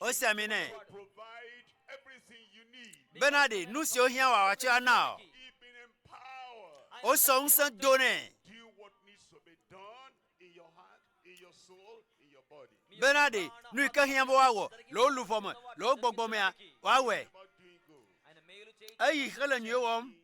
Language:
Ewe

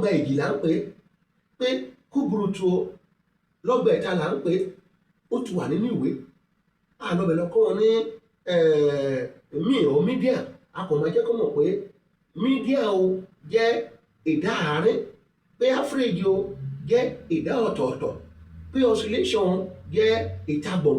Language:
Yoruba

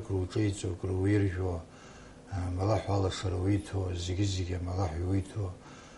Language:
Abkhazian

